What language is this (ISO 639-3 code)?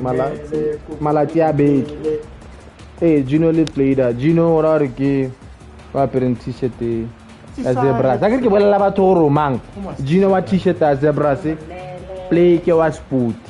tsn